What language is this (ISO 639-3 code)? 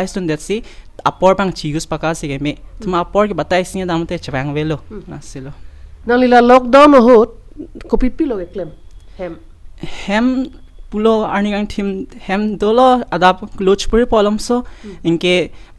mjw